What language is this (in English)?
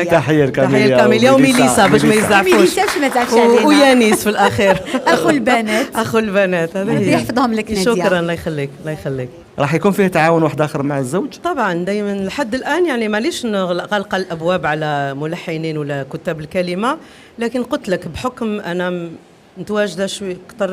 Algerian Arabic